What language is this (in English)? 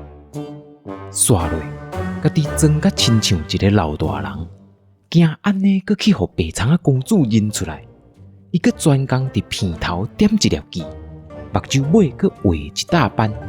Min Nan Chinese